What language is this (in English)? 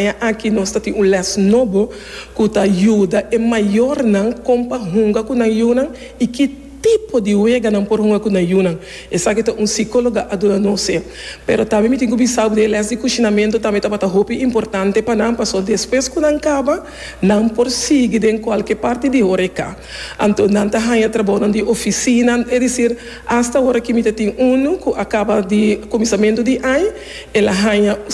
Papiamento